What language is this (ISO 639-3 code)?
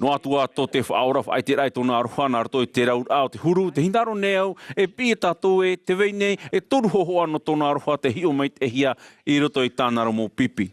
tah